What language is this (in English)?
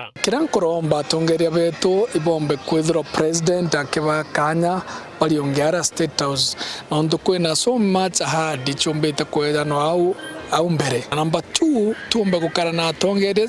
Meru